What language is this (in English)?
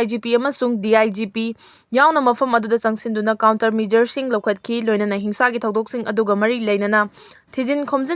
Manipuri